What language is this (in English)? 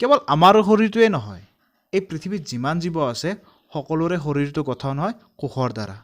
Assamese